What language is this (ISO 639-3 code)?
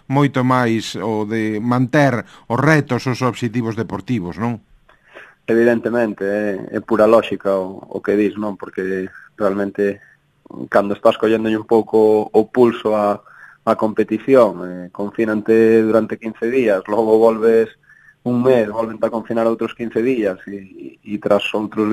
glg